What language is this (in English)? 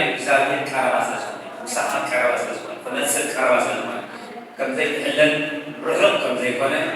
Tigrinya